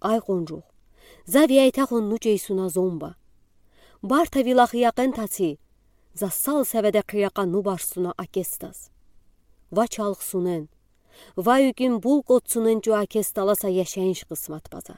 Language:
Udi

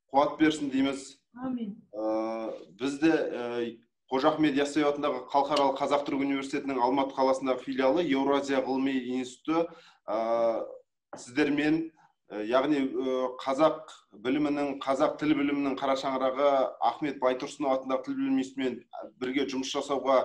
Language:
Kazakh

